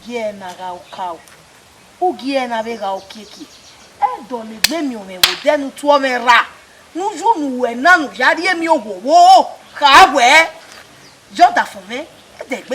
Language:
Bini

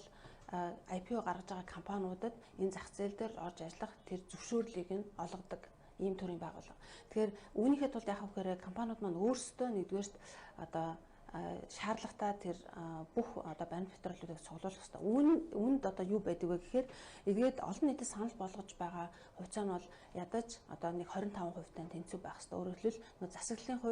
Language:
Mongolian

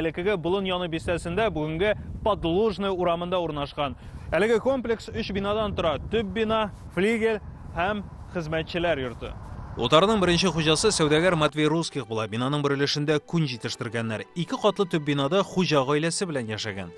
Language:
Tatar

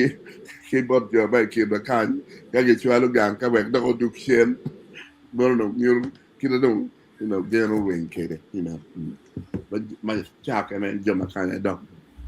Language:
Acoli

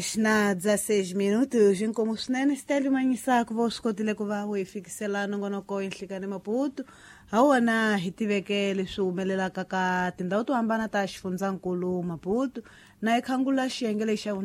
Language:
Tsonga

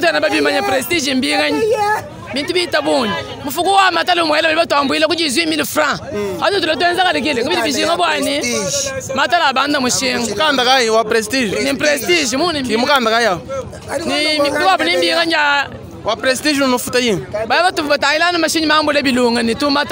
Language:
Luba-Lulua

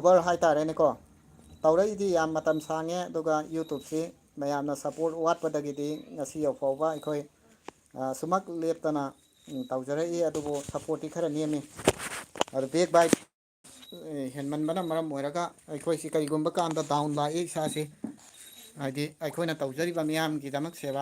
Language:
Manipuri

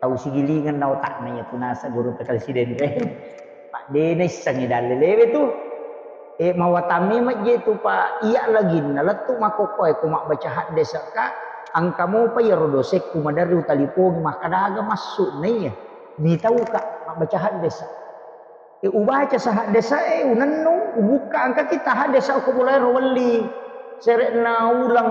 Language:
Buginese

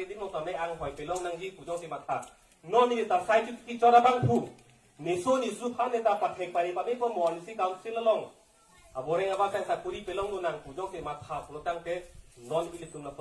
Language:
Karbi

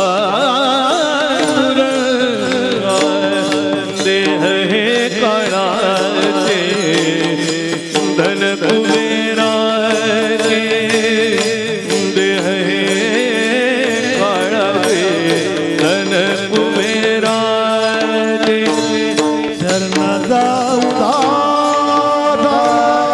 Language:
Marathi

